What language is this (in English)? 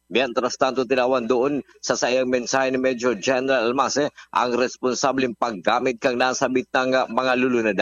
Bikol